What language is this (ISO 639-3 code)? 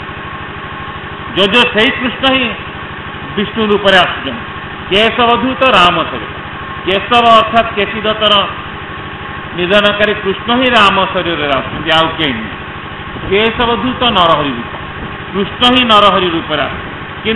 ori